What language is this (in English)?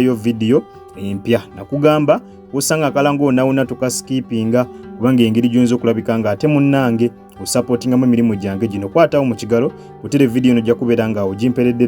Ganda